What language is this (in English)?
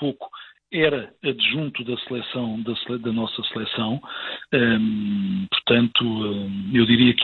Portuguese